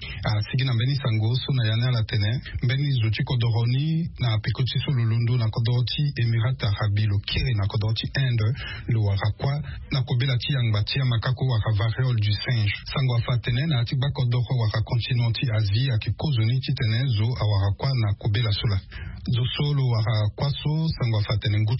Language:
Sango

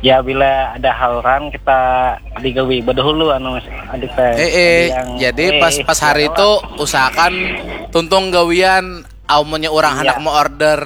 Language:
Banjar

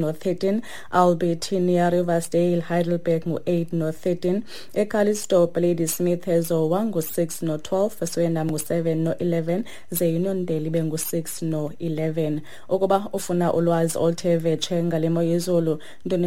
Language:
Xhosa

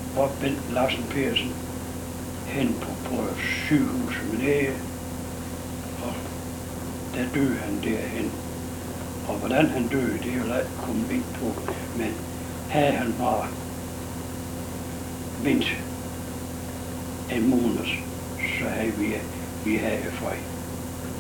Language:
Danish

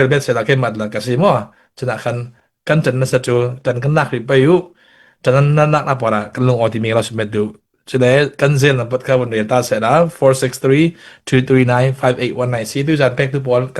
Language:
Falam Chin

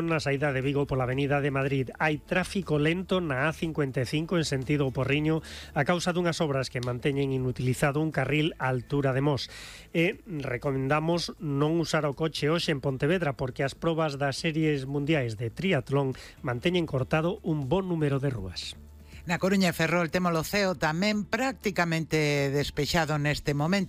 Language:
Galician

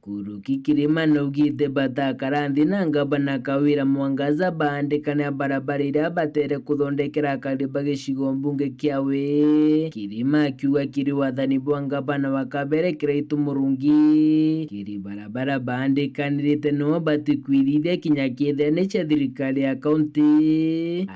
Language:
Meru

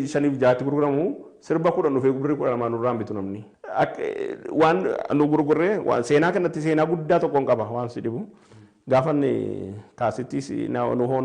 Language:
Oromo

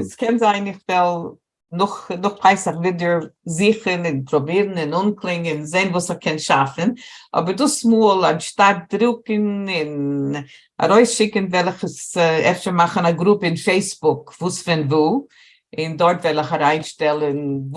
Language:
Yiddish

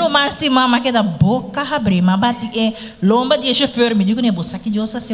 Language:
Papiamento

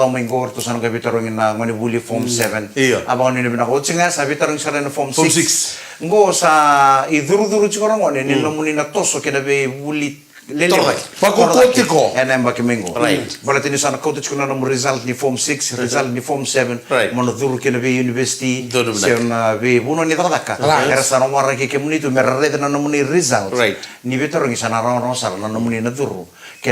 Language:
Fijian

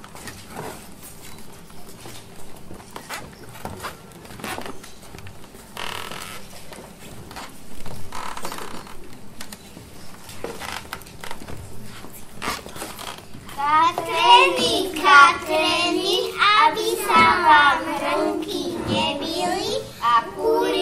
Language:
Slovak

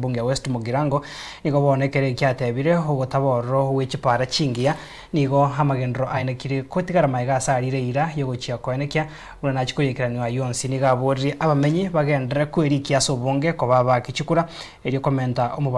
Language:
Gusii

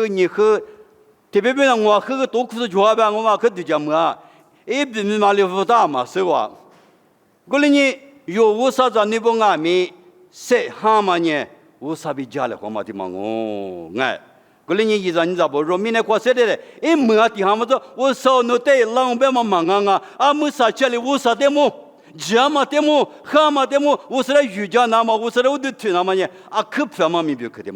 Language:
Lisu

